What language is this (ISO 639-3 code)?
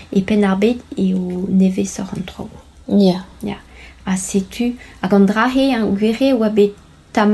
bre